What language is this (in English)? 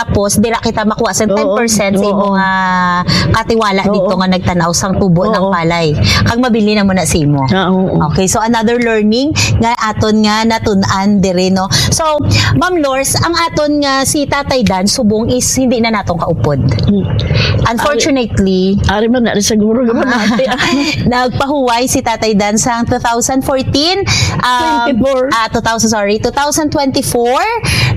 Hiligaynon